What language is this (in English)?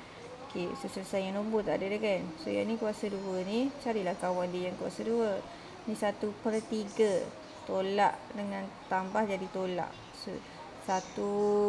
Malay